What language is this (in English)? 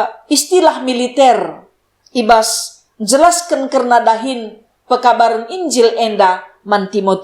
Batak Karo